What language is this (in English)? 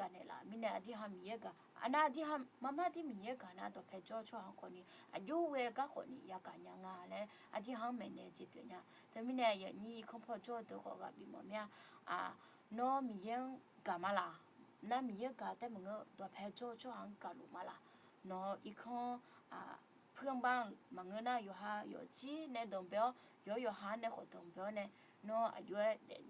Akha